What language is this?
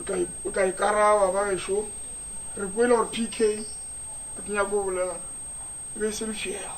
Northern Sotho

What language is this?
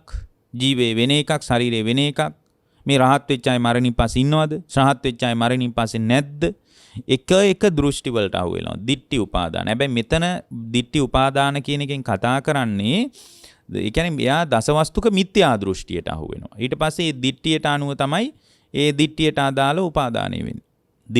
Sinhala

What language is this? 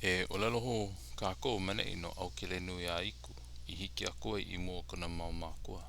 Hawaiian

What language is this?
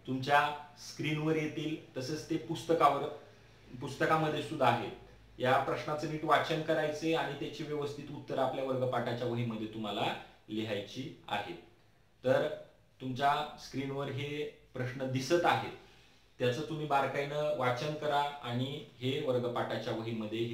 Marathi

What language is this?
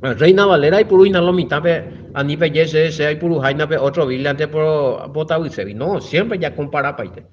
Guarani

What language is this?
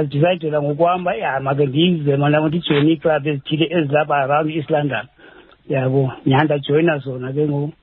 Xhosa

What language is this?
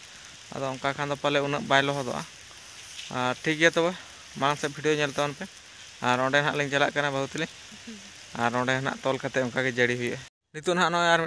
Santali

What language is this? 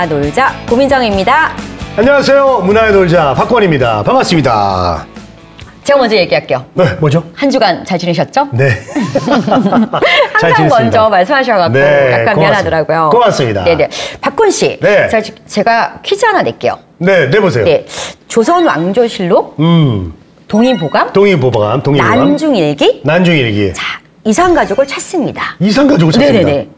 Korean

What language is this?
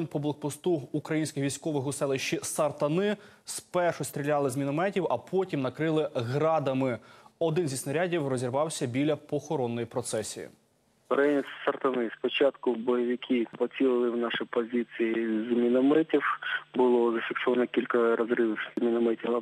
Ukrainian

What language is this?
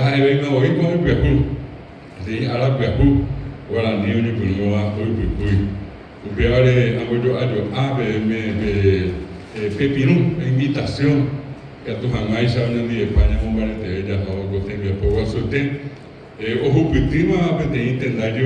Guarani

